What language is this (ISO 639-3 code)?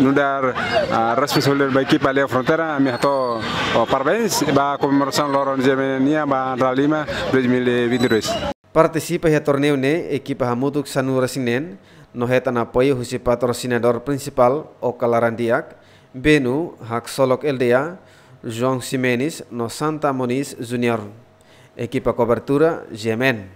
tet